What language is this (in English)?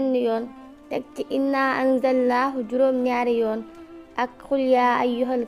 Wolof